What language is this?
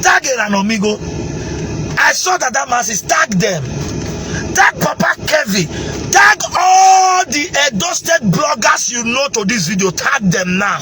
Nigerian Pidgin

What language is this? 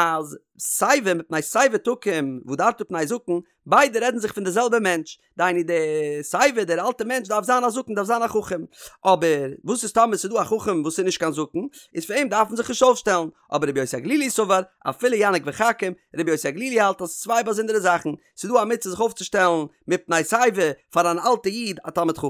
Yiddish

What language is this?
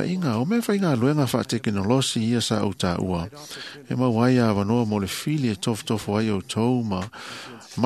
Samoan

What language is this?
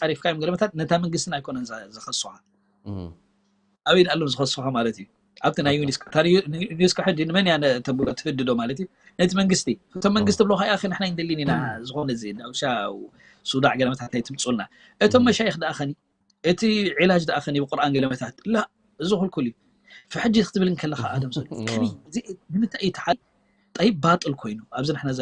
Tigrinya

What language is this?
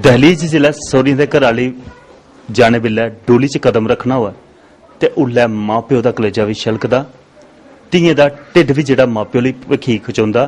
Dogri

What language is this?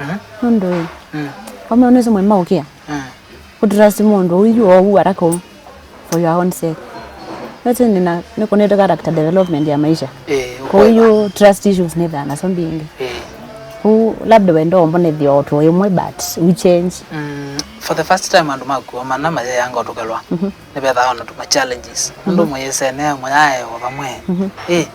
Kamba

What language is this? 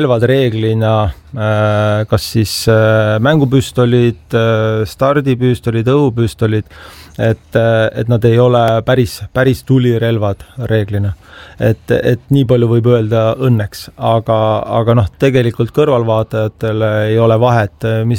Estonian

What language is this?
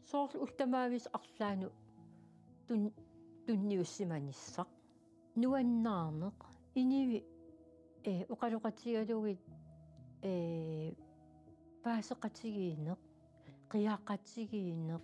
Kalaallisut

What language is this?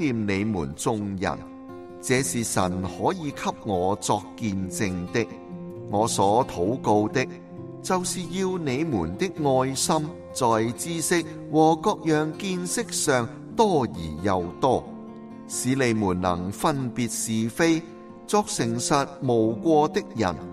Cantonese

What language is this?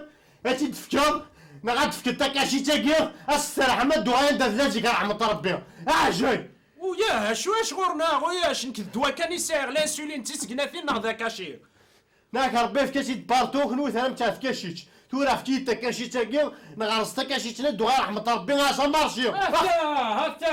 Kabyle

